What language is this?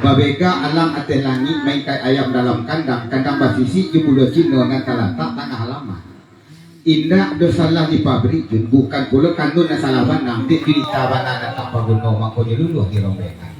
Minangkabau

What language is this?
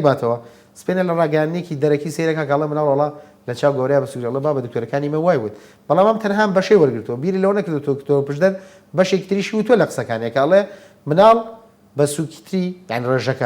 Central Kurdish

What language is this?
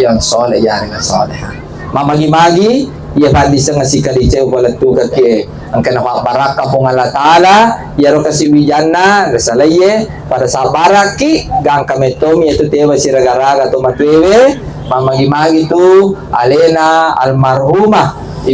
Buginese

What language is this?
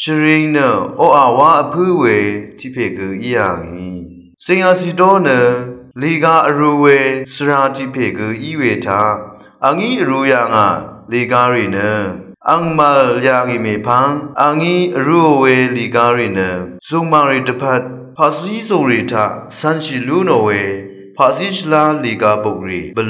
Rawang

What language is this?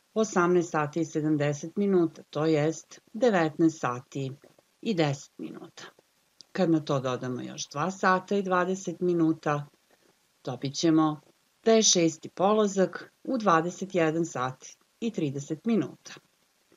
Serbian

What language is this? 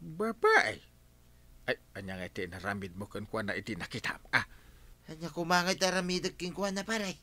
Iloko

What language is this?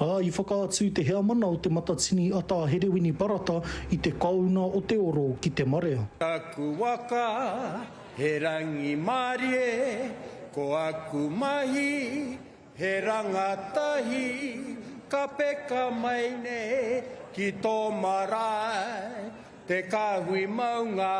Māori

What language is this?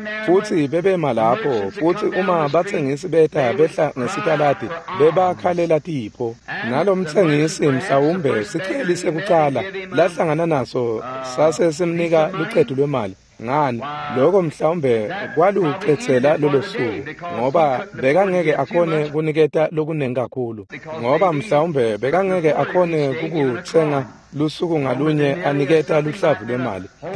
Swati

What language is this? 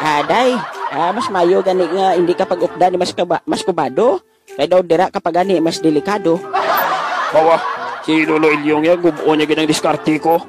Hiligaynon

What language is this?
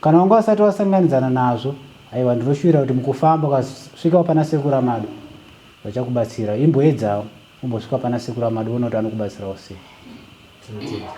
Shona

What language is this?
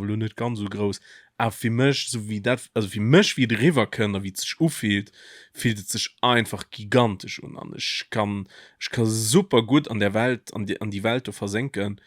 Luxembourgish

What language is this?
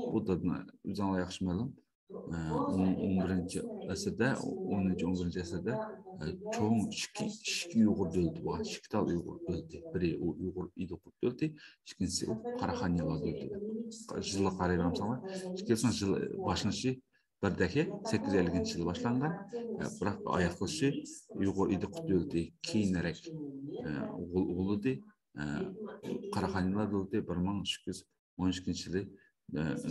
Uyghur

